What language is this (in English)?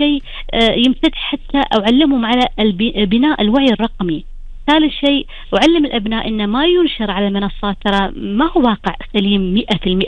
Gulf Arabic